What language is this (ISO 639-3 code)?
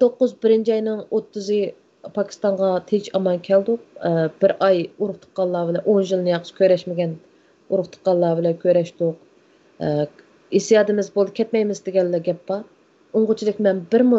uig